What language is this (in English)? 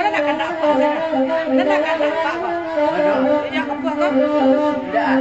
Minangkabau